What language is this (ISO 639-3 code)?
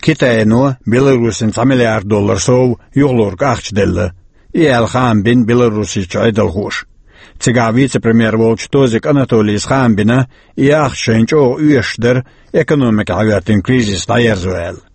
che